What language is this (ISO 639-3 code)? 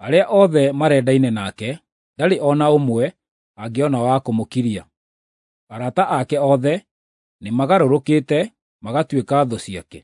kik